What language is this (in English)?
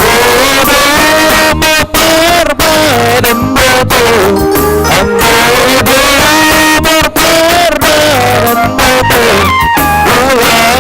Batak Simalungun